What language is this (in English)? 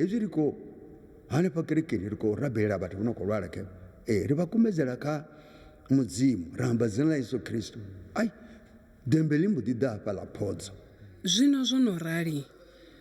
Venda